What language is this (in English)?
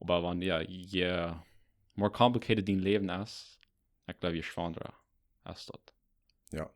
Plautdietsch